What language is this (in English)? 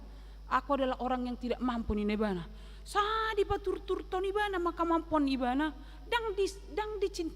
Batak Toba